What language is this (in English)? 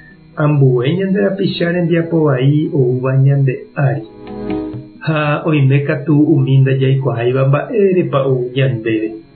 Guarani